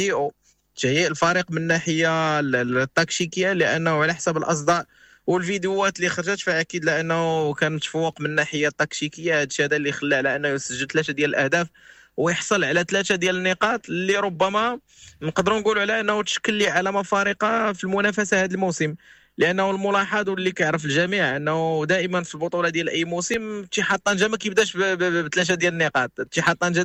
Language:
Moroccan Arabic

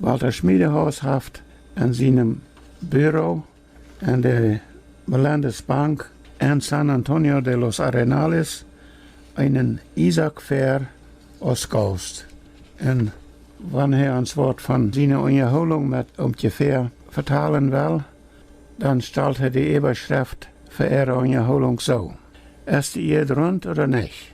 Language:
Plautdietsch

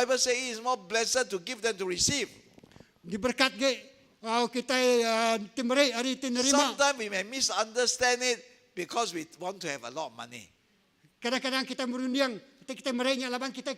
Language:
Iban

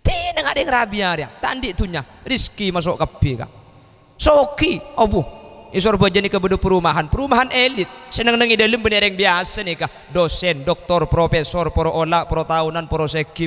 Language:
Madurese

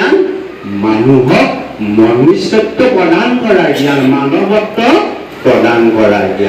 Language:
Assamese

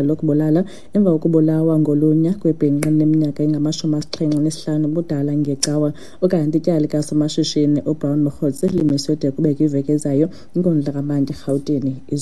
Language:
Xhosa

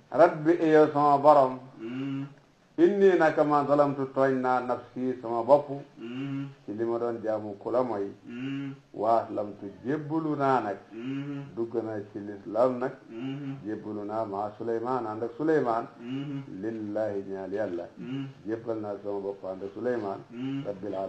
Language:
Wolof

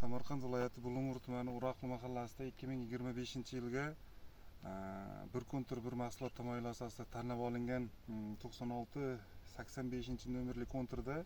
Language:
Uzbek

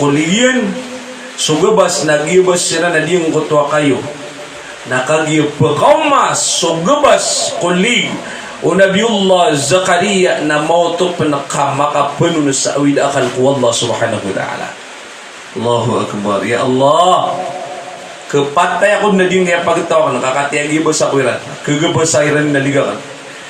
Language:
Maranao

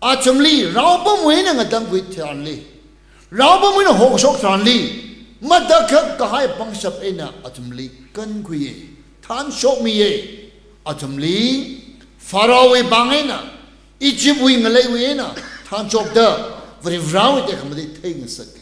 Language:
Tangkhul Naga (India)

